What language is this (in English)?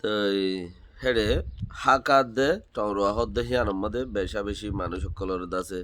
Rohingya